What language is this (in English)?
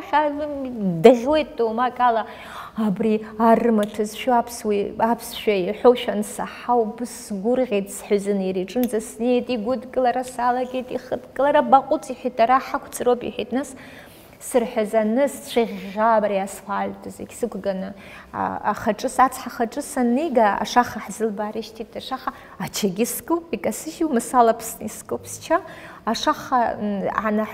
Abkhazian